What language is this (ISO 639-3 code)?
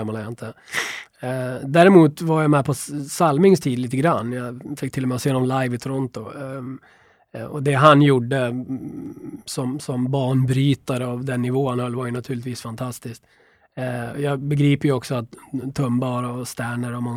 swe